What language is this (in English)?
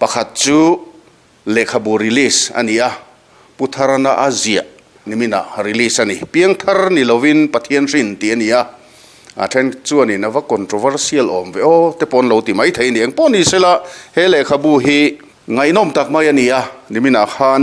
Mizo